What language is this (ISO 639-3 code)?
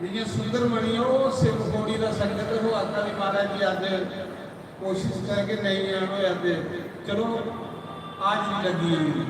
doi